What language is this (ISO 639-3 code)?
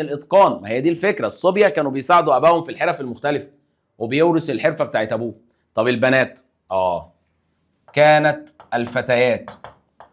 arz